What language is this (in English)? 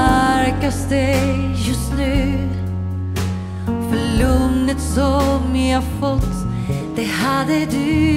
Swedish